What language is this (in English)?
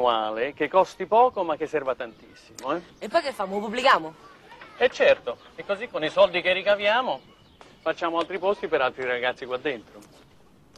Italian